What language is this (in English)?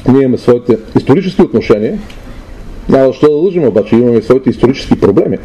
Bulgarian